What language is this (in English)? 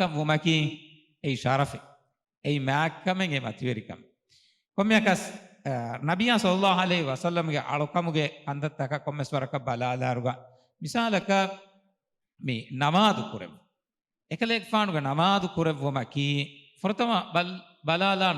Divehi